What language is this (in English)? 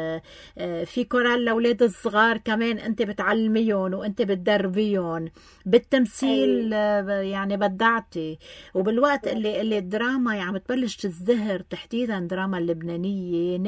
North Levantine Arabic